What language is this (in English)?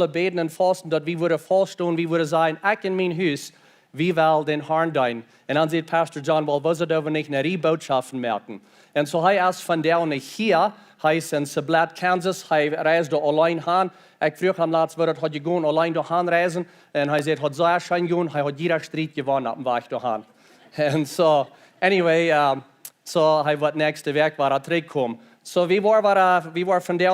Plautdietsch